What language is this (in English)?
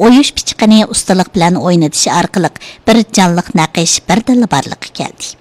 Uyghur